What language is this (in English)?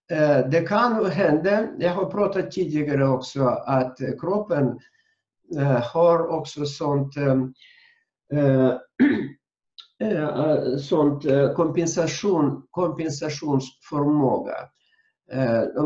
Swedish